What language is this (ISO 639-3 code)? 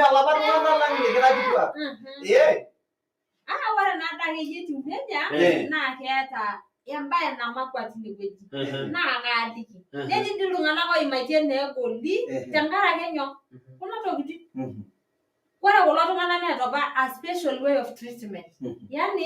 mas